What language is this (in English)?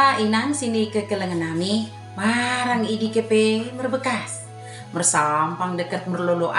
Batak Dairi